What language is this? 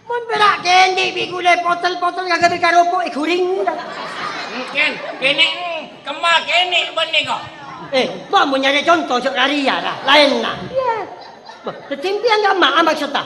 Madurese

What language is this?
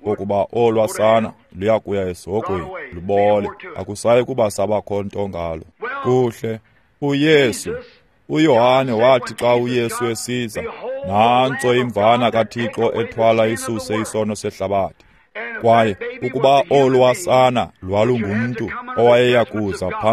Xhosa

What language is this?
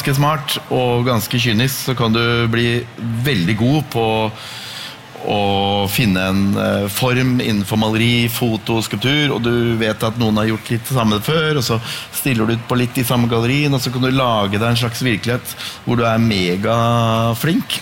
Norwegian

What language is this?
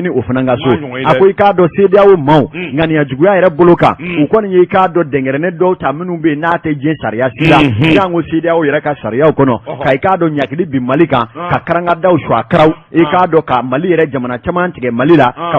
Bambara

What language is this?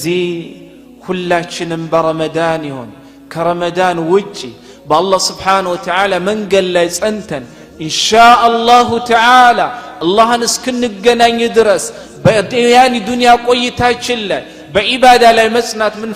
Amharic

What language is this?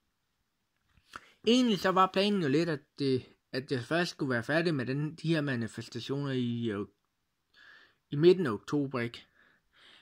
Danish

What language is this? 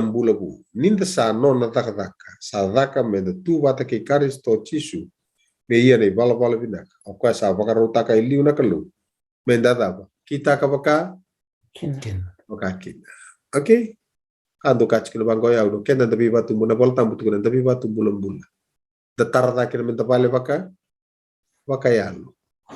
Fijian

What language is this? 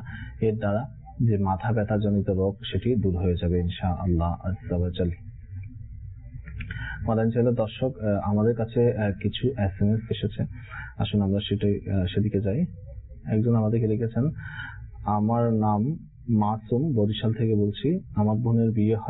Bangla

